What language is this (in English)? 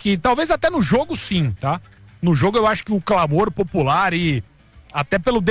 Portuguese